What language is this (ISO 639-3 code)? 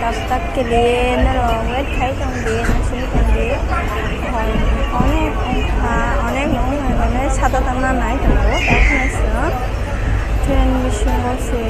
trp